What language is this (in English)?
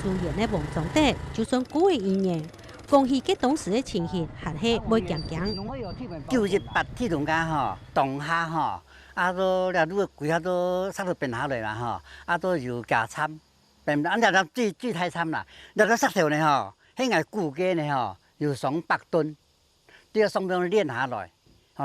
Hakka Chinese